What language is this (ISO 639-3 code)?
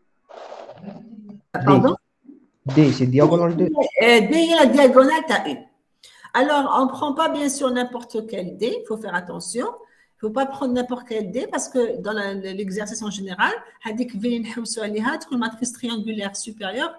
fra